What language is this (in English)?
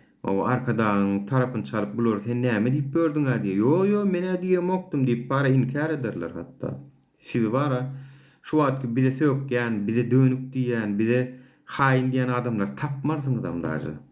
Turkmen